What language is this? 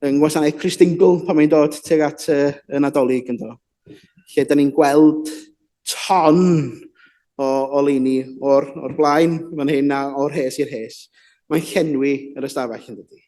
Welsh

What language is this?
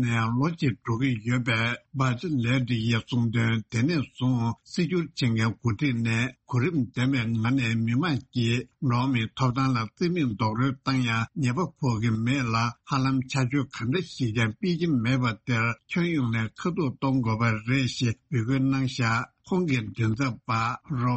Tibetan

